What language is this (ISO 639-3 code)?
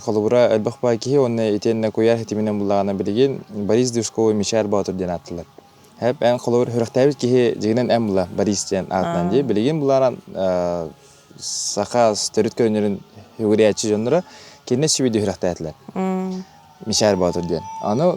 sah